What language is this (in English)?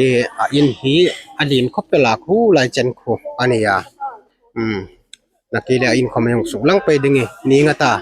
Hmar